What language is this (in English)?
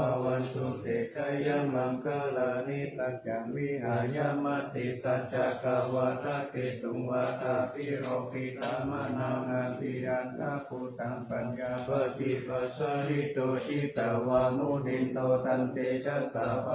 Pali